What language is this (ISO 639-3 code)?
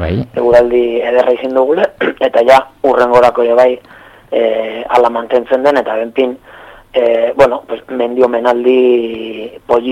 eus